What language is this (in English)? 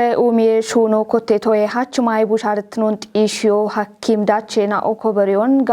Kafa